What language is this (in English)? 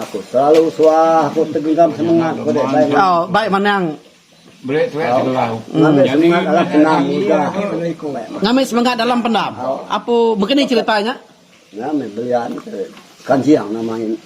Iban